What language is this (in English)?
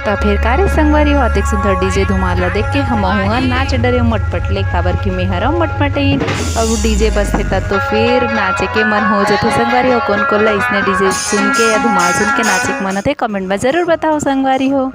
Chhattisgarhi